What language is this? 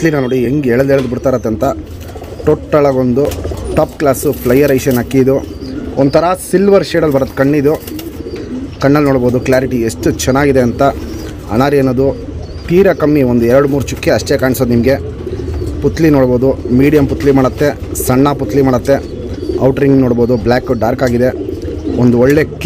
Kannada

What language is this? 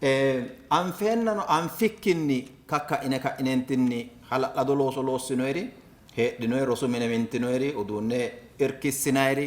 Sidamo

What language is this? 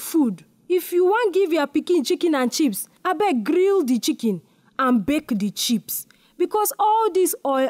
Nigerian Pidgin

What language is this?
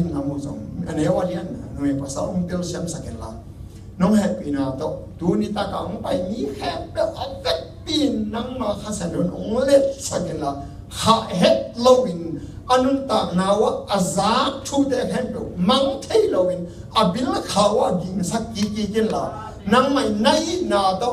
Tedim Chin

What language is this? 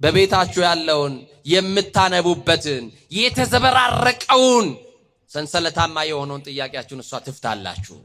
Amharic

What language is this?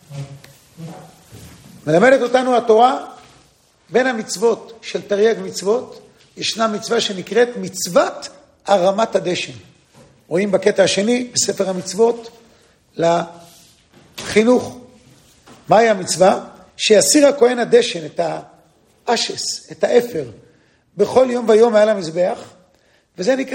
Hebrew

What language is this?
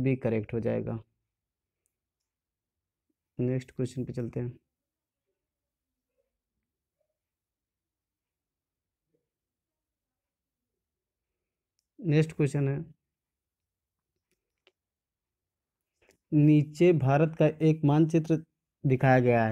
Hindi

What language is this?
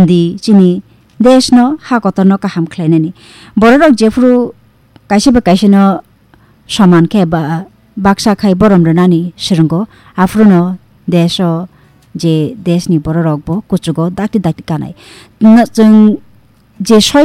Kok Borok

